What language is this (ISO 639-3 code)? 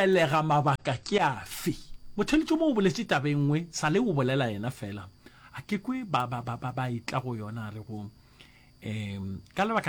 nso